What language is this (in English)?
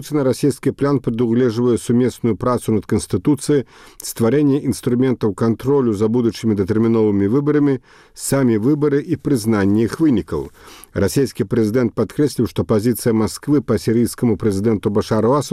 Belarusian